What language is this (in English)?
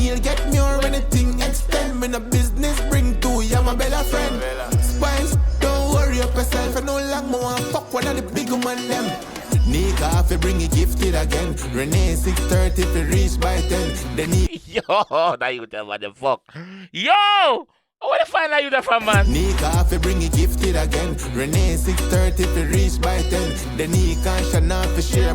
Jamaican Creole English